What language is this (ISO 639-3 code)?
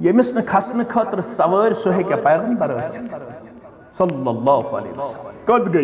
kas